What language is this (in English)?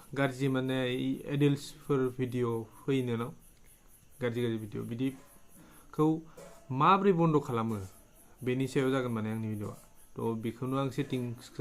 Bodo